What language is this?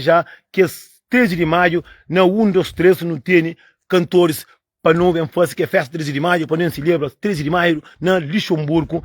Kabuverdianu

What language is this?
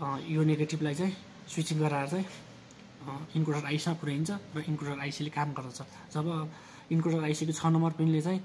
Nepali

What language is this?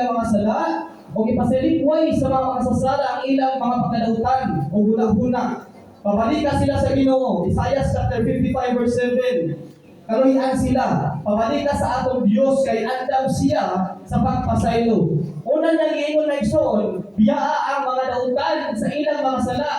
Cebuano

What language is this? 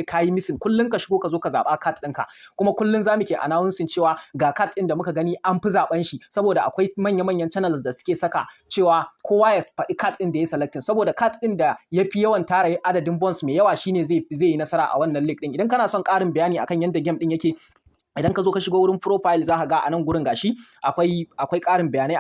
Hausa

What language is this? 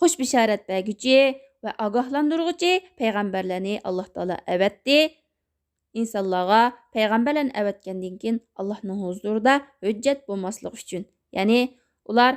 Uyghur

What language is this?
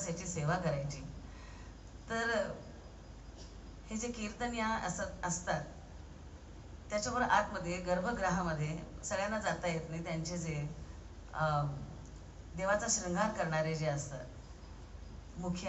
Marathi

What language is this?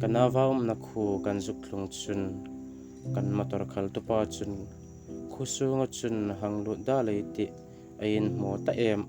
Hmar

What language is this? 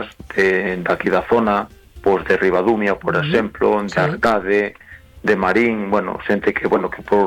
Galician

